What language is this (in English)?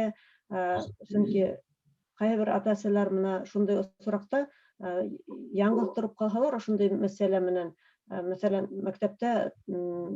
Bashkir